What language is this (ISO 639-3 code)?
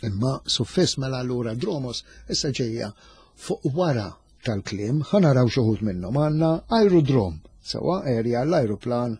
mlt